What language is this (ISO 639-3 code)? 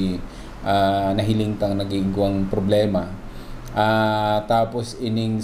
bik